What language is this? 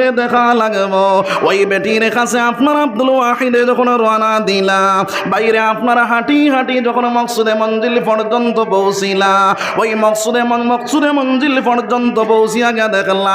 Sylheti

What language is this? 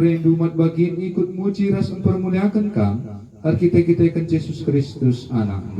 Batak Karo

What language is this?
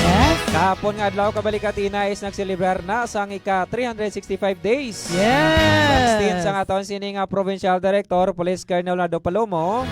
Hiligaynon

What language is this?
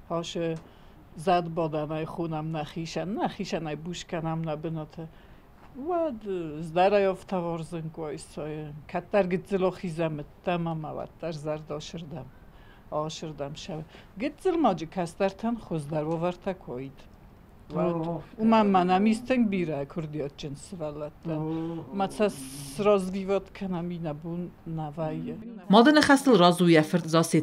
Ossetic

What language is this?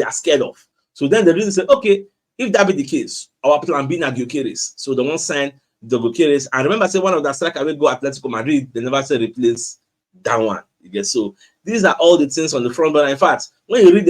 Nigerian Pidgin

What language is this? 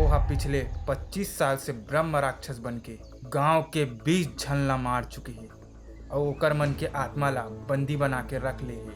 Chhattisgarhi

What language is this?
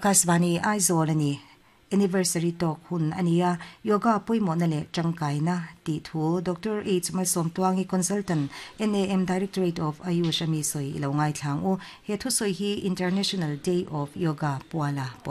Mizo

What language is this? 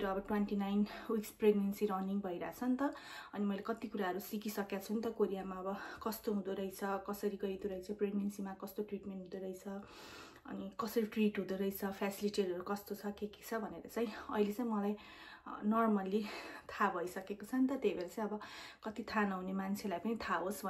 Nepali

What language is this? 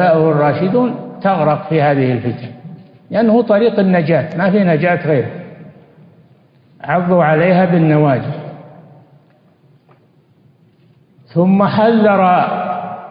Arabic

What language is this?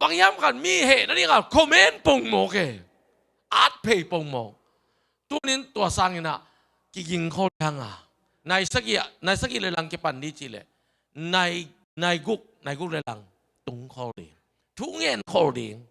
Tedim Chin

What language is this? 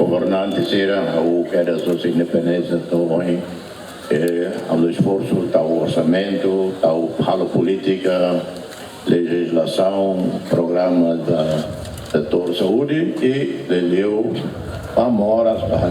Tetum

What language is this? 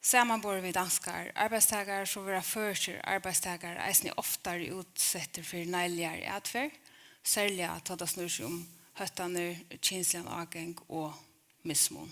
Faroese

